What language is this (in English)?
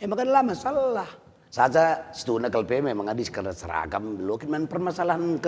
Batak Karo